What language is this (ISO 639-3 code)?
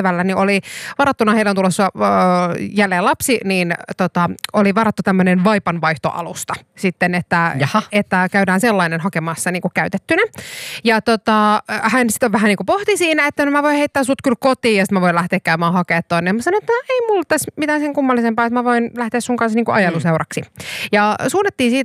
fin